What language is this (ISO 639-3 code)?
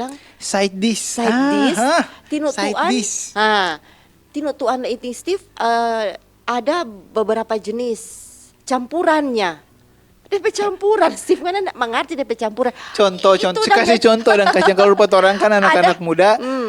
xmm